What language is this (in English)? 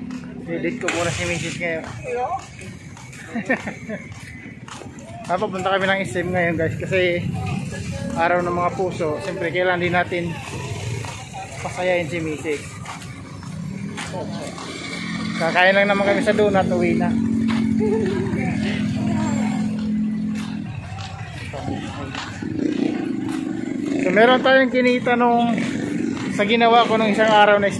Filipino